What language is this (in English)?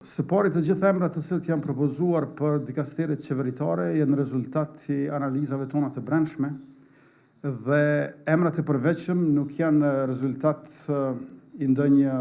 Albanian